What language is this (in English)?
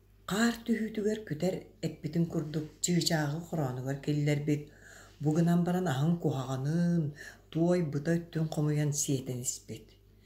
Yakut